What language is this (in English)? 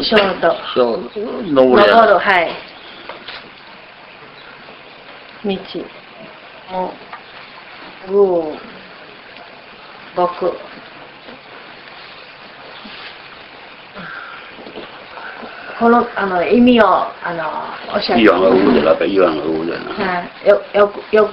Japanese